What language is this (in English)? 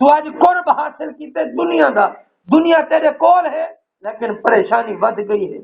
Saraiki